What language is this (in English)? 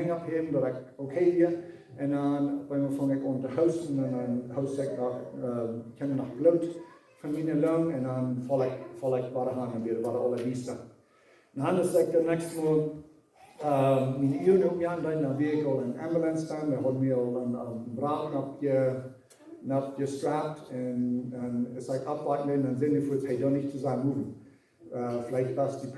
Plautdietsch